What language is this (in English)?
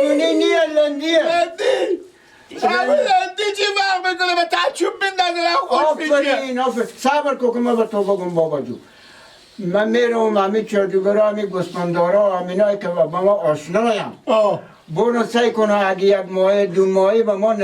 Persian